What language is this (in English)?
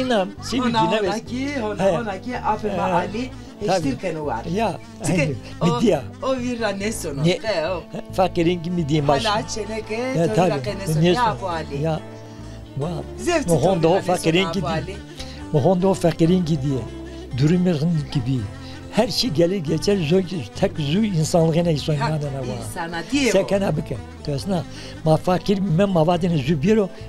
Zaza